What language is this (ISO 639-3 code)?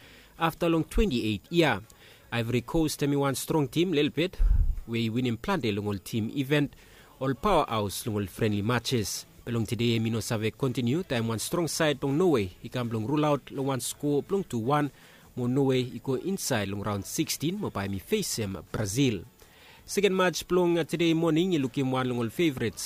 bis